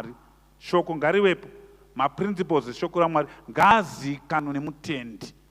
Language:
Shona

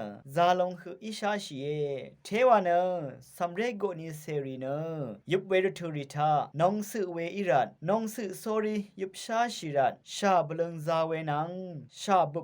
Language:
Rawang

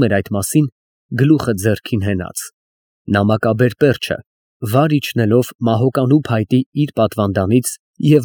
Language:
Armenian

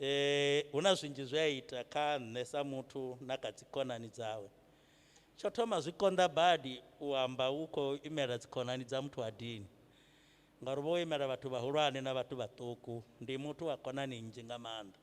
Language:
Venda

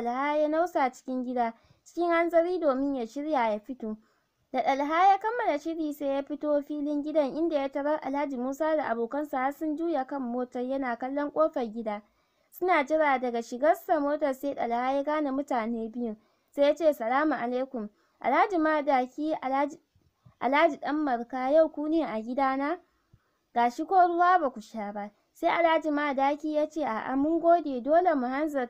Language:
Hausa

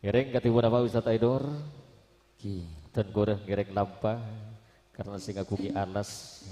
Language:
Madurese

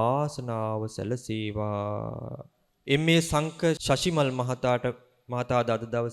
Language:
Sinhala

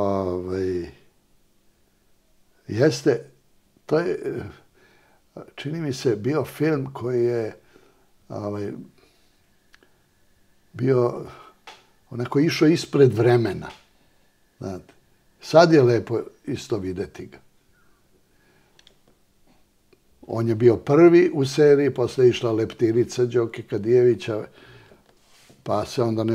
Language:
Serbian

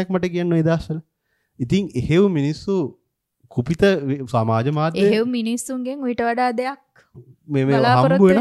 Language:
Sinhala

